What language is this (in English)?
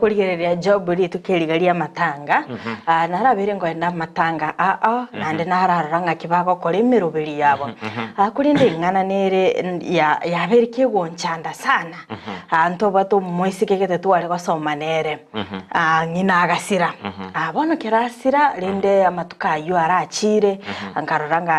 Gusii